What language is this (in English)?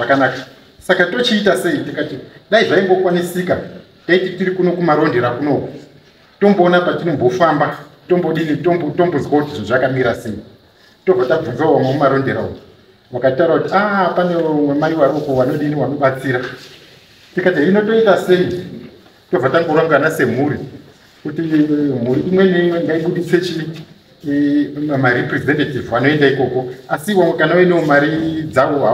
Shona